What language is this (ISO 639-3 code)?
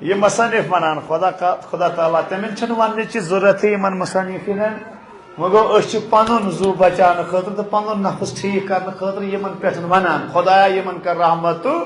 kas